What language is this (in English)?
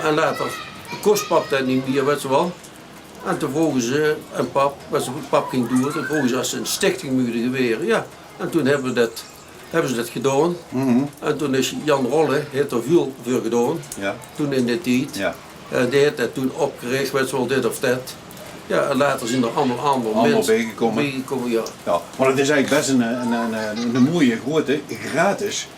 Limburgish